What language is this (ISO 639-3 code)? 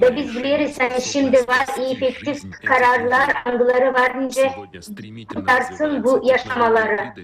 gag